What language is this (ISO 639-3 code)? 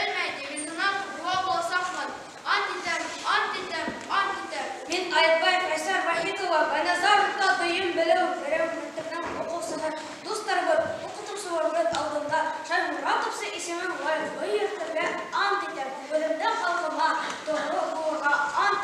bak